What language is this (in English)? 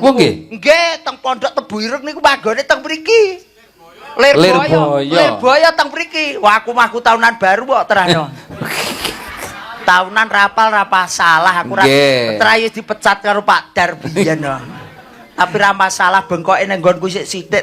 Javanese